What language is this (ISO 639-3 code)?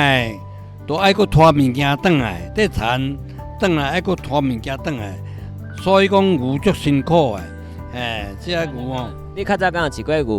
nan